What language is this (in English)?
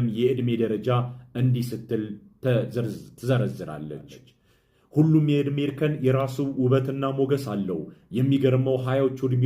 Amharic